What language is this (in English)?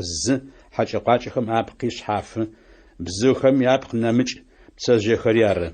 Adyghe